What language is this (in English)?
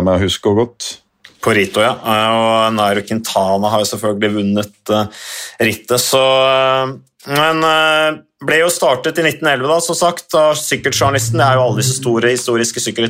Norwegian